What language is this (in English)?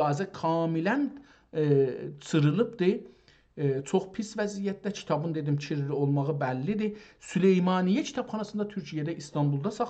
South Azerbaijani